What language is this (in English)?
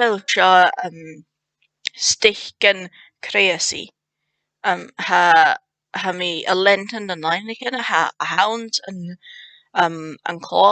Scottish Gaelic